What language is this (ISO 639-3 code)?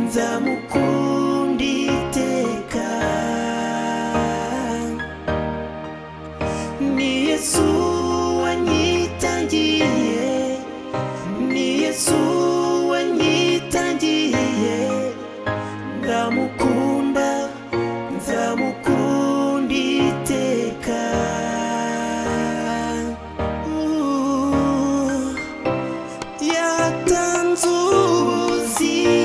kin